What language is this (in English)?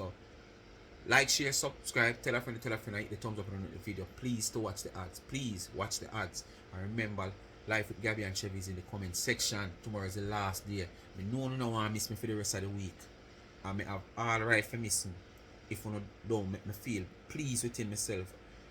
Jamaican Creole English